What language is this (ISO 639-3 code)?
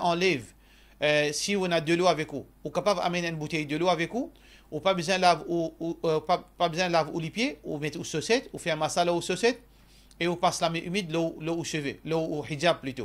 mfe